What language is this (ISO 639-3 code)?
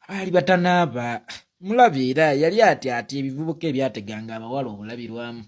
lug